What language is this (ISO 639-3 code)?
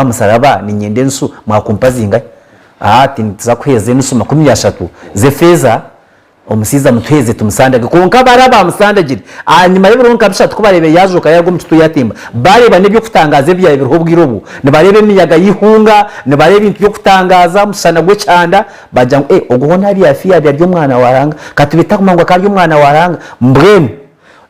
nyn